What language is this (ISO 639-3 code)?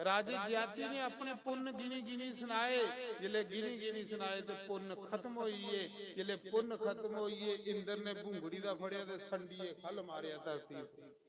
doi